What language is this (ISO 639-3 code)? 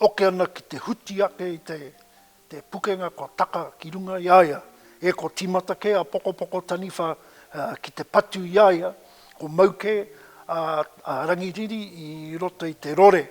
mri